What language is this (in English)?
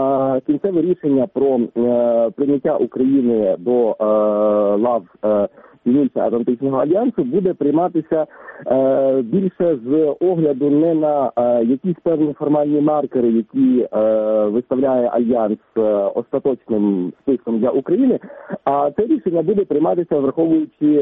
Ukrainian